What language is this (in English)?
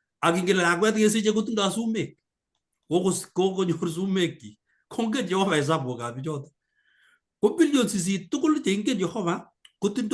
Kalenjin